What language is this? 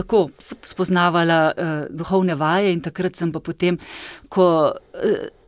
Slovenian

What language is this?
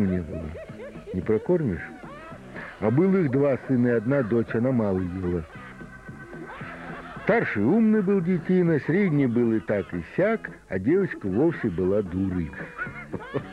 Russian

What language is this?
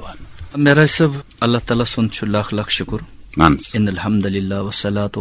Kashmiri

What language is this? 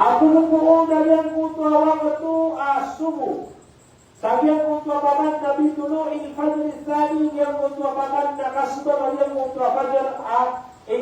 Maranao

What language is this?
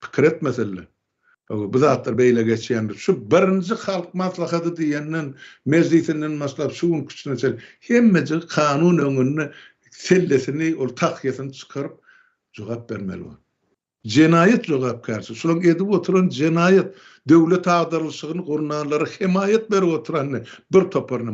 Turkmen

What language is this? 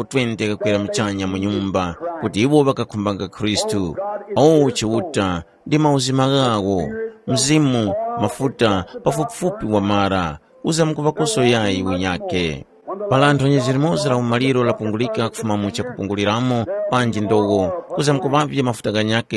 Tumbuka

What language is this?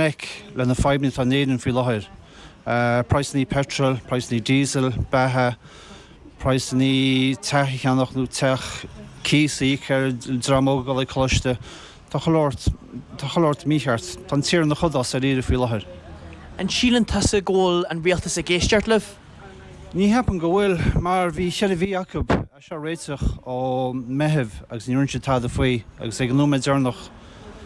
Irish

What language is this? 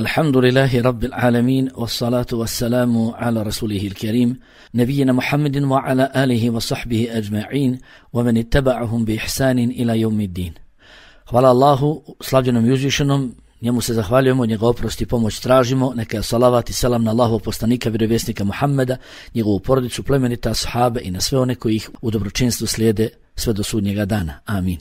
Bosnian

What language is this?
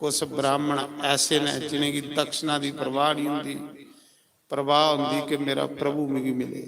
Dogri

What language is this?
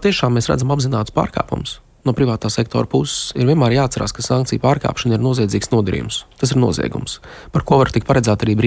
Latvian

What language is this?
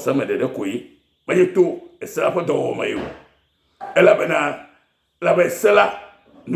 Ewe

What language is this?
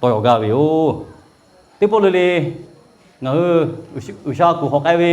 Lahu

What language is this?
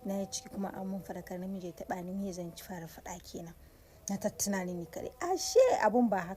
Hausa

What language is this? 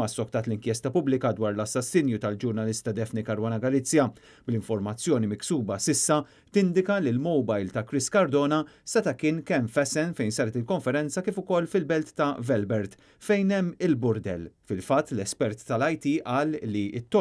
Maltese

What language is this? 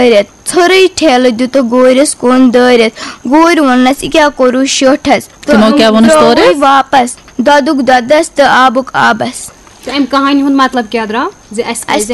Kashmiri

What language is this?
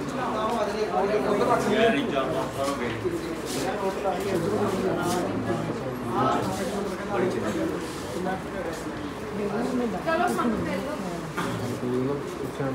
Punjabi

